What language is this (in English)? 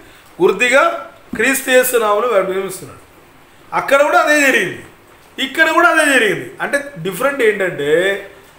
Telugu